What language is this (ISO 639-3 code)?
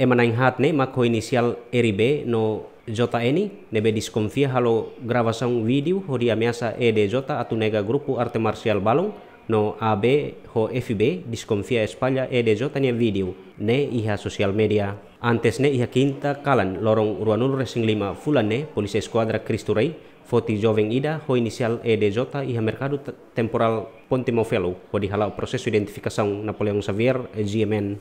tet